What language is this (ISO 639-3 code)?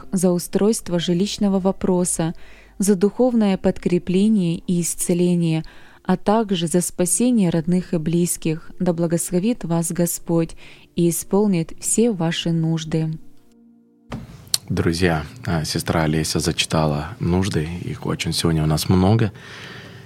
rus